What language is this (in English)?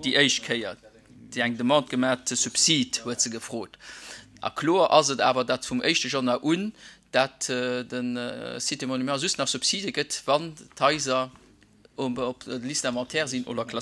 Luxembourgish